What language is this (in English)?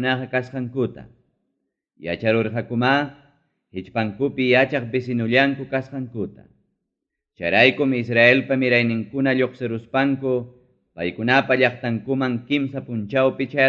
Ayacucho Quechua